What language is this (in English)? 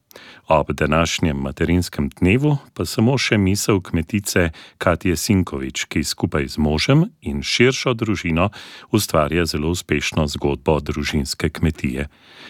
Slovenian